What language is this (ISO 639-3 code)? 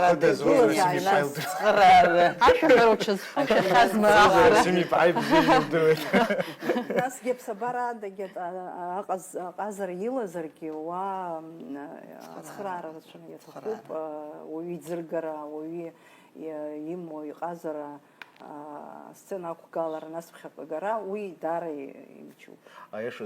abk